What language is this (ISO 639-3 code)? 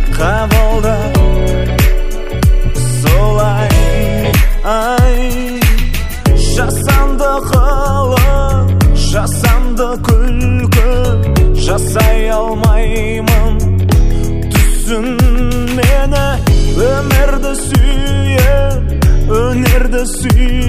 kaz